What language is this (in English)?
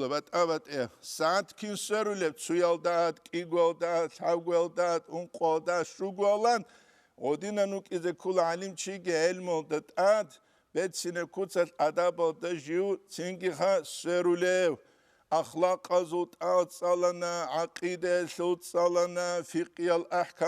Avaric